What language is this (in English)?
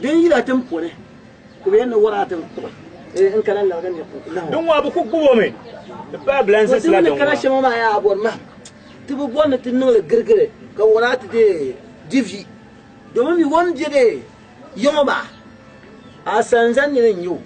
Dagbani